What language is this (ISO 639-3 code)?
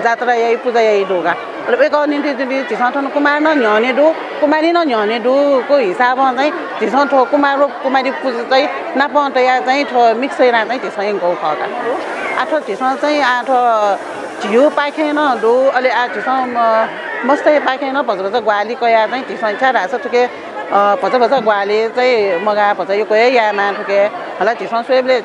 new